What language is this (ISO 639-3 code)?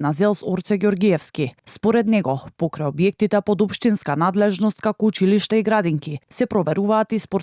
mkd